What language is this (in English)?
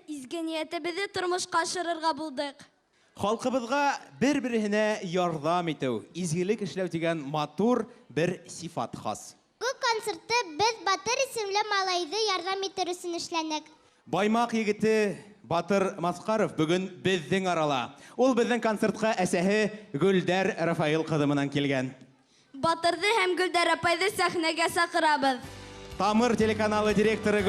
Bashkir